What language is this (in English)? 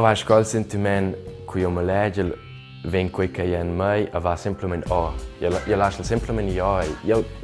Romansh